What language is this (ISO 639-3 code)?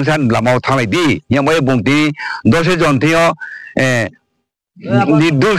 ria